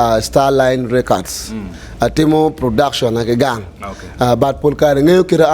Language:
Acoli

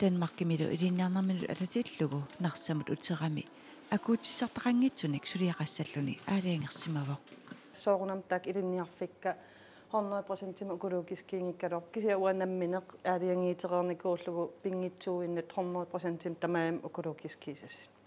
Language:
Kalaallisut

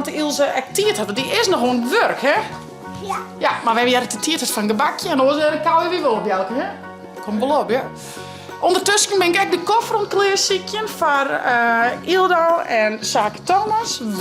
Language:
Western Frisian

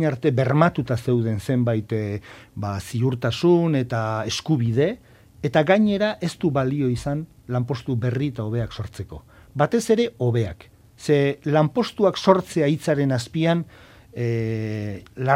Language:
Basque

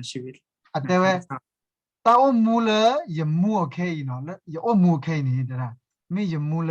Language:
S'gaw Karen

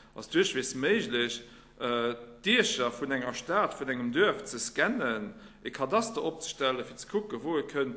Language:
Luxembourgish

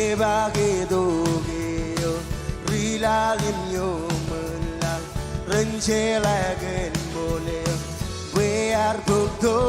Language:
Marshallese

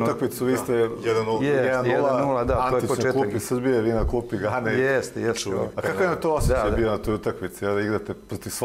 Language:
Bosnian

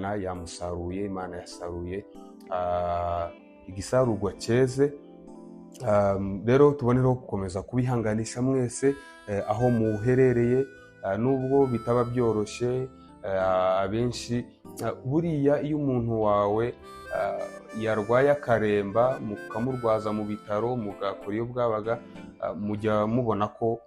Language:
Kinyarwanda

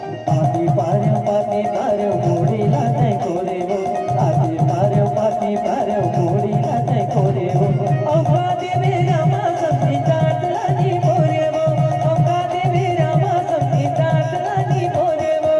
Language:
Chhattisgarhi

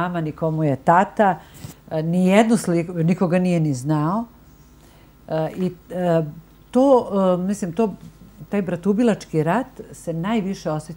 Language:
Bosnian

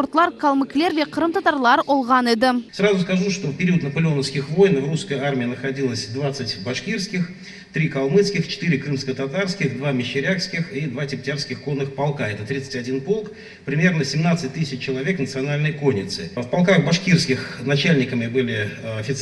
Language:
Crimean Tatar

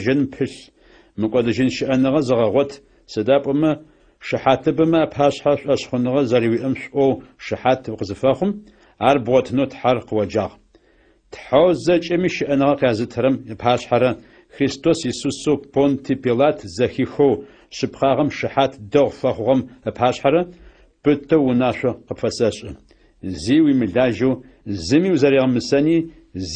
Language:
Adyghe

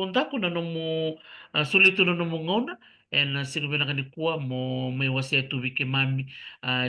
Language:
Fijian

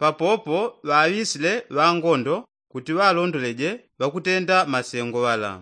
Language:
Yao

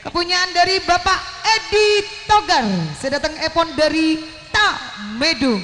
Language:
Madurese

